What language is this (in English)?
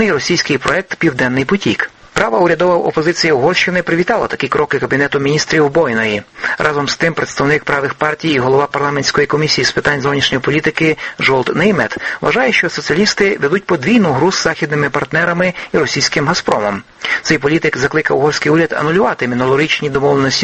Ukrainian